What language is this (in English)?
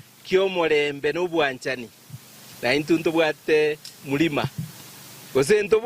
Gusii